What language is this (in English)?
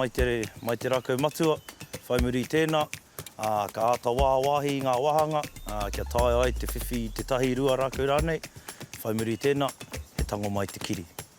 Māori